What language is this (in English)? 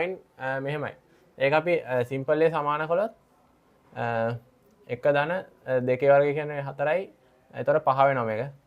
Sinhala